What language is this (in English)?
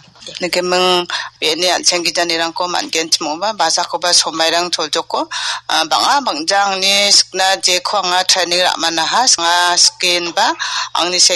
Garo